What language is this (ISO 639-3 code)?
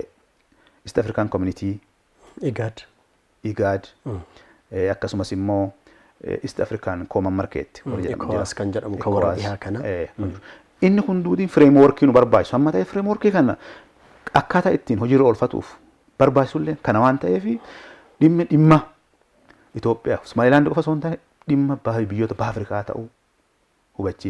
orm